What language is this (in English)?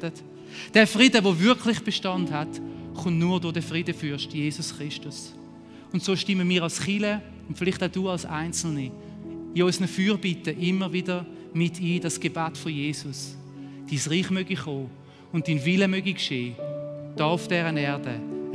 Swiss German